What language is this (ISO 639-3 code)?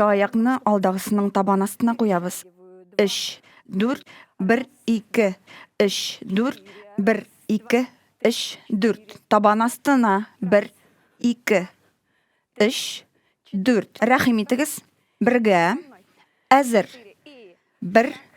tat